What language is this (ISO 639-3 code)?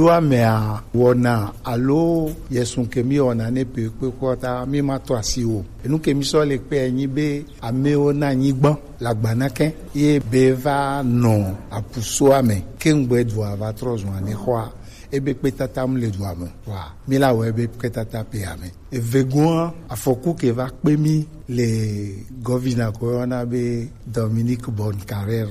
gej